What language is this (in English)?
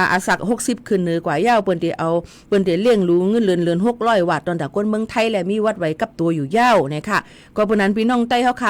Shan